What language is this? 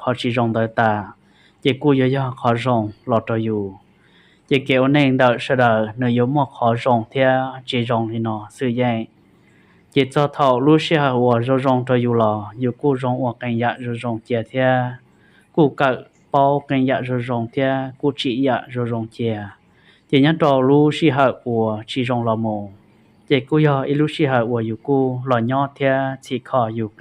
Hmong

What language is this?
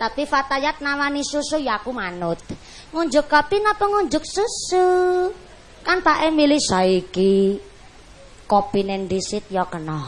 Javanese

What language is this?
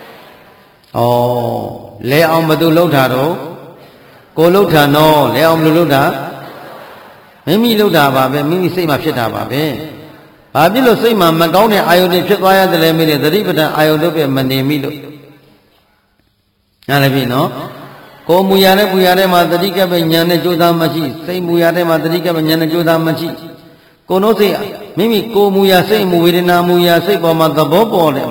Burmese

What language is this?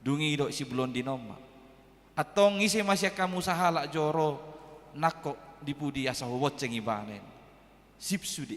Batak Toba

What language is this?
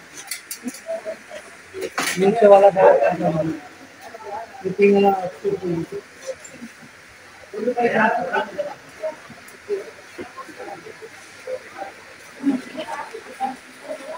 Hindi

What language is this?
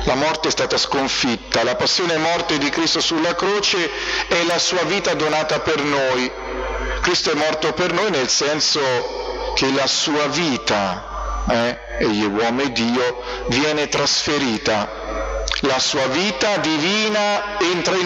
Italian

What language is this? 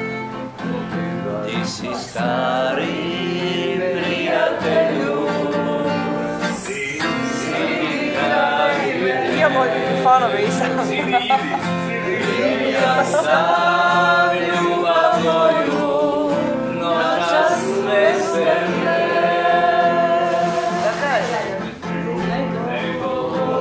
Croatian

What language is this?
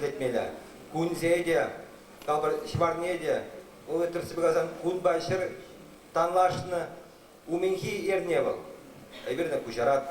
Chuvash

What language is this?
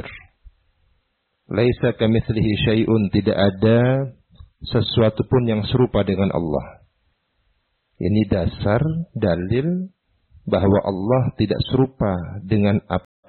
Indonesian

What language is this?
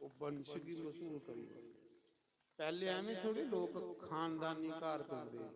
Dogri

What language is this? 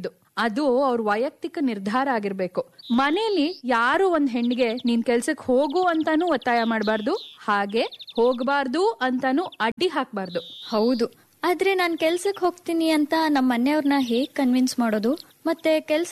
Kannada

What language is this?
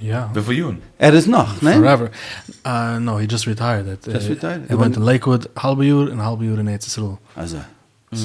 Yiddish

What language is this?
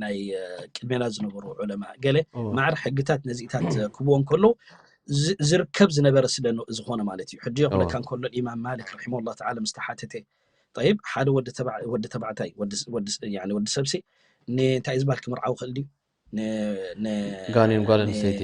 Tigrinya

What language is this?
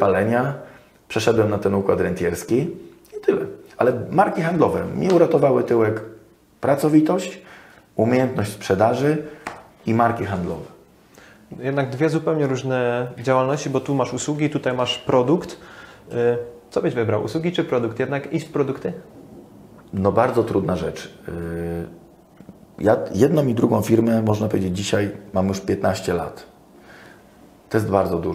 Polish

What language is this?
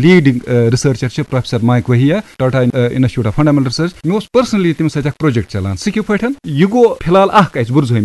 Kashmiri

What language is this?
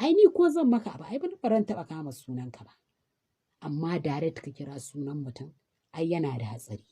Hausa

